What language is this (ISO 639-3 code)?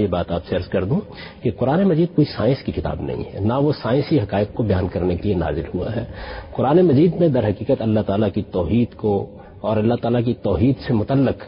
urd